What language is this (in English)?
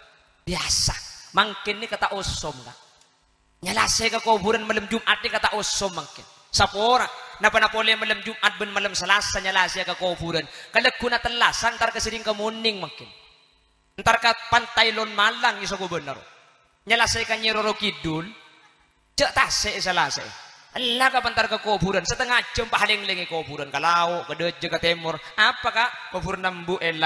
Madurese